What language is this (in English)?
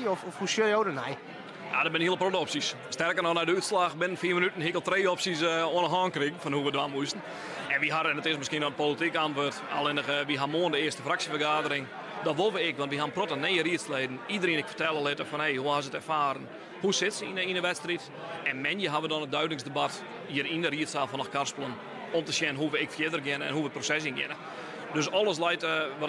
Western Frisian